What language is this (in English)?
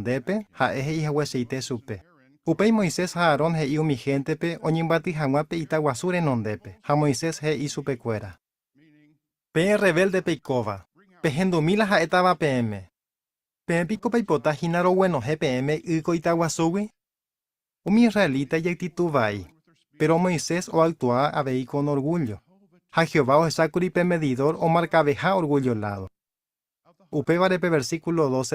Guarani